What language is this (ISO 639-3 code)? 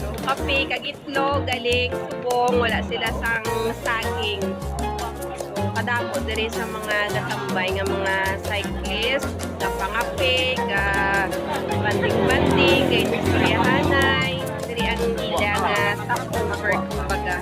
hil